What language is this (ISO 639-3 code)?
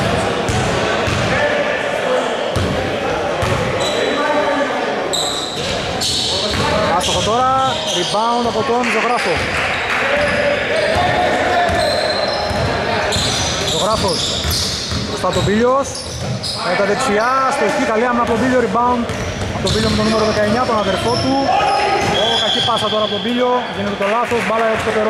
ell